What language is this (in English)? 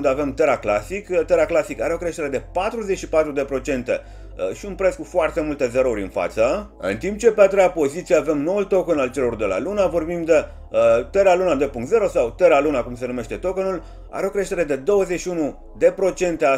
Romanian